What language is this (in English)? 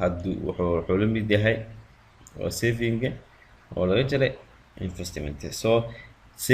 Somali